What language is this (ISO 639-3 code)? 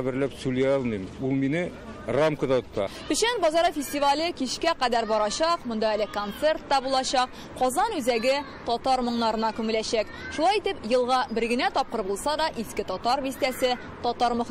tat